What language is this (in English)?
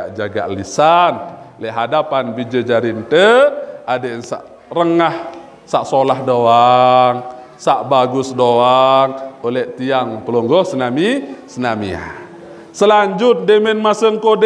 Sasak